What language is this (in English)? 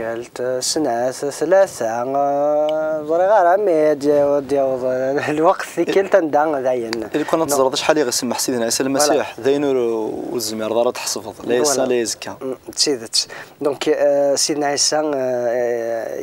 Kabyle